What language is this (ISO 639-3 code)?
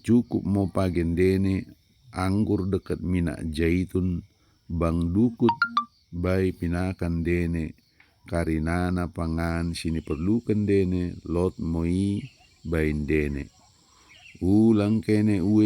btd